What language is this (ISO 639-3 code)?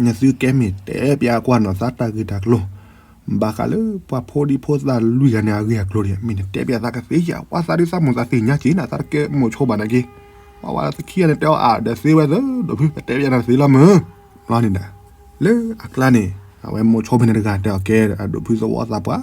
ksw